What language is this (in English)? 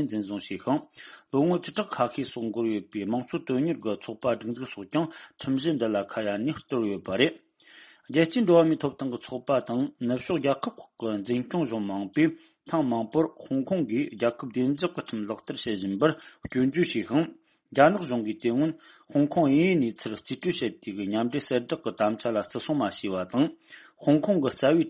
Tibetan